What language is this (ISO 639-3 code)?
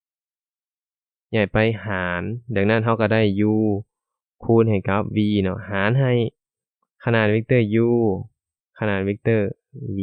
lao